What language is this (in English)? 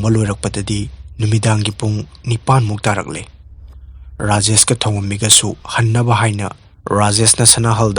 Manipuri